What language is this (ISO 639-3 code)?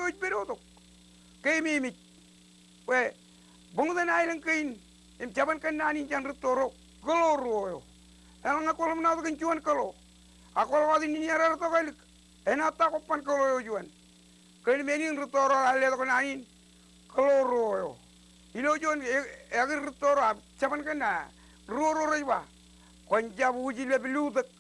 mah